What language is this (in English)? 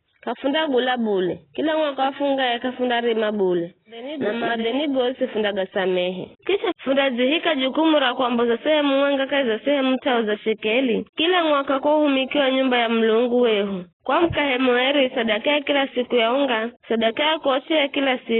Giryama